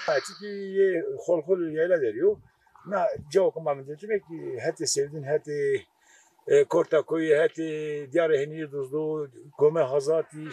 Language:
Zaza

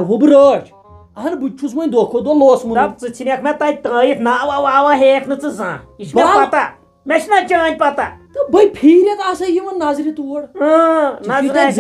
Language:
Kashmiri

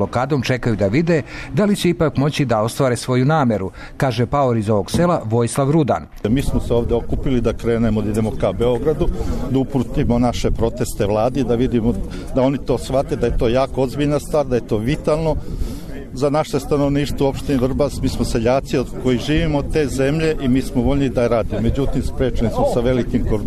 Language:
Serbian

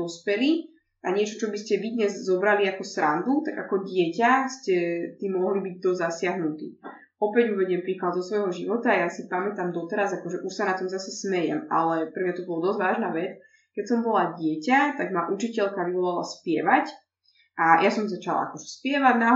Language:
Slovak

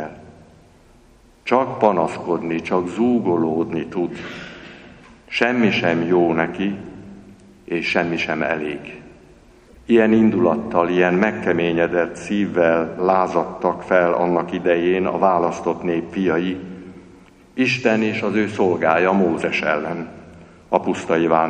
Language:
Hungarian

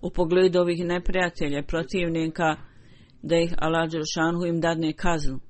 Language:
Bosnian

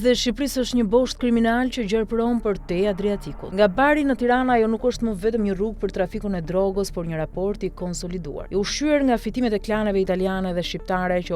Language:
Albanian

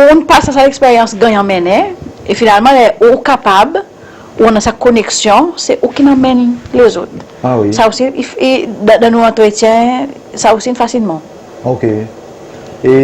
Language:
Seselwa Creole French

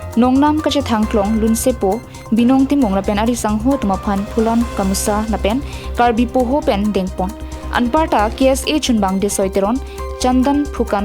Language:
Karbi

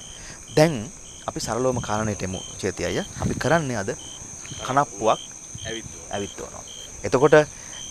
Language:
Sinhala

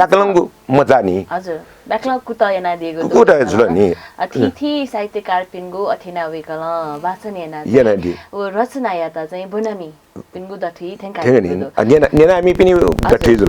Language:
Newari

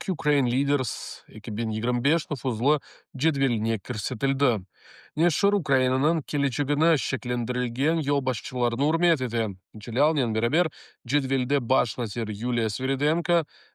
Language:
Crimean Tatar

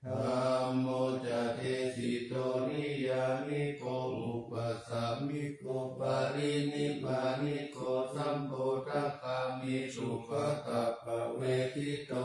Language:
Pali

